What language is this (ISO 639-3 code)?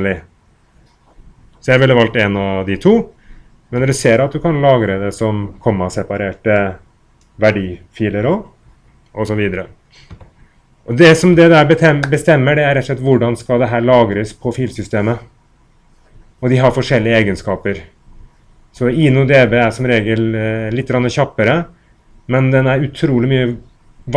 nor